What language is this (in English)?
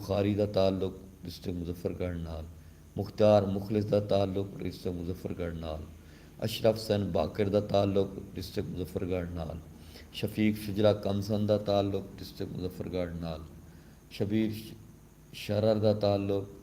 Saraiki